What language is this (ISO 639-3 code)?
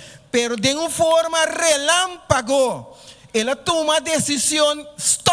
pap